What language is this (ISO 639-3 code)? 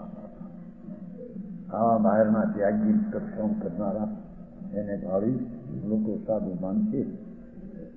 guj